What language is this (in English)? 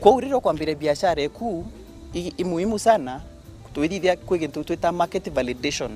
Meru